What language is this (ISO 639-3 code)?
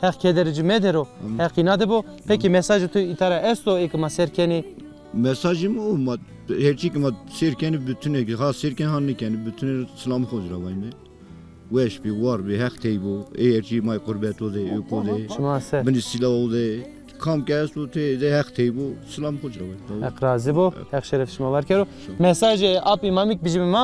zza